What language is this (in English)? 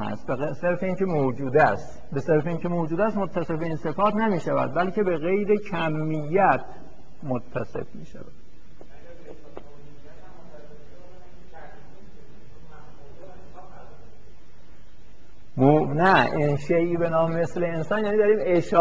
Persian